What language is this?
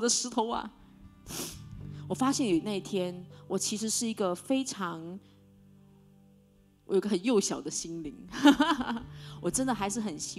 Chinese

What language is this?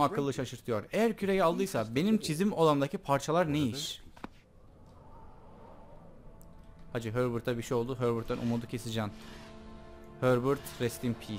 Turkish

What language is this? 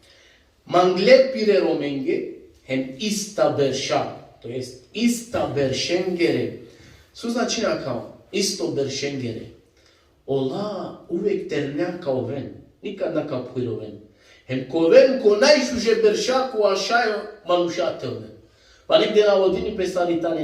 Balkan Romani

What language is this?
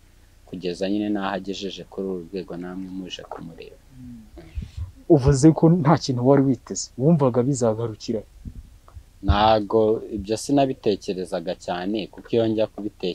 Kinyarwanda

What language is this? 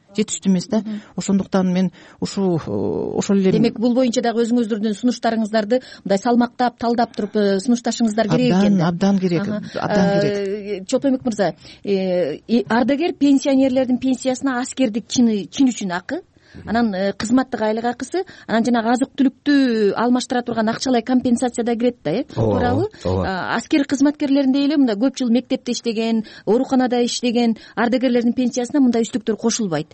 Kyrgyz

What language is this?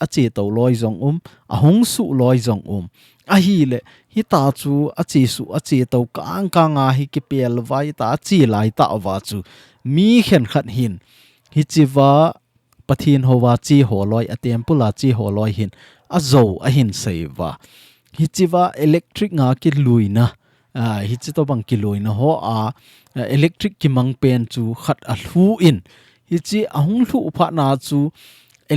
Thado Chin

